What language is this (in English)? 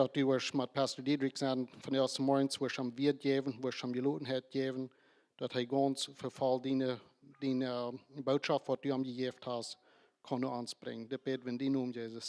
Plautdietsch